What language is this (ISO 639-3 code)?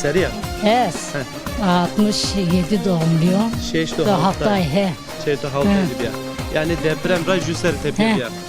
zza